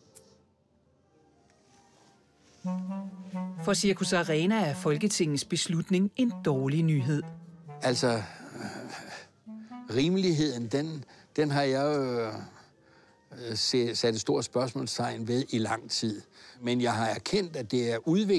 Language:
Danish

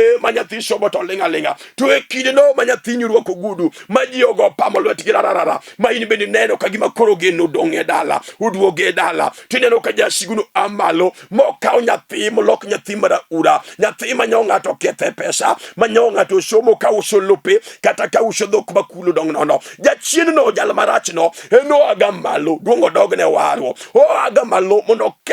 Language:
Luo (Kenya and Tanzania)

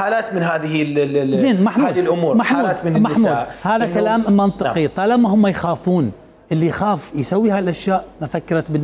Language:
Mesopotamian Arabic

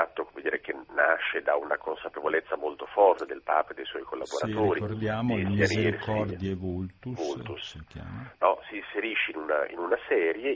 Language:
Italian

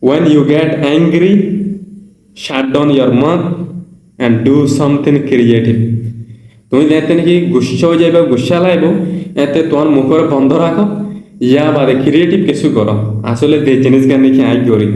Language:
Rohingya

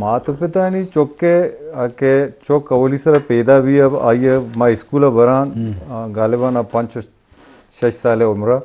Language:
Eastern Balochi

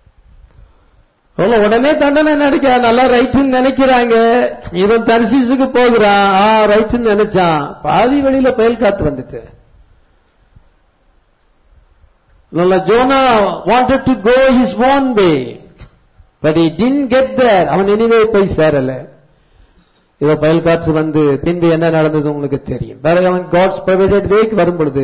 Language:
Tamil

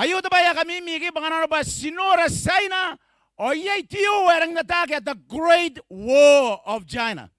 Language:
Gilbertese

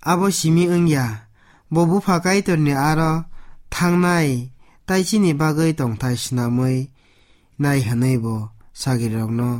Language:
Kok Borok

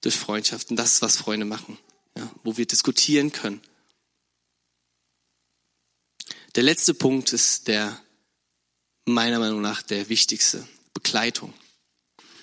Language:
German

